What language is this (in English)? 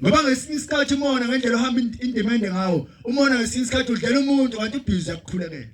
Zulu